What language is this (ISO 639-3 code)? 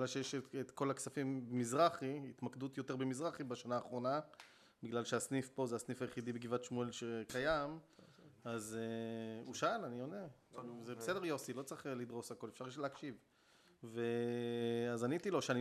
heb